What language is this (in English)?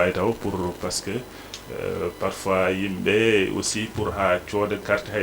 Fula